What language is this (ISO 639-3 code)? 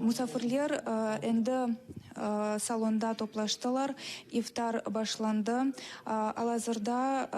crh